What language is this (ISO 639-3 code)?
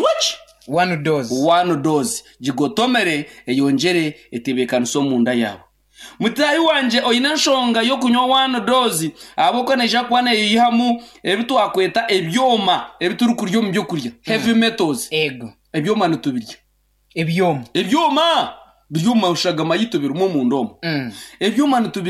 nyn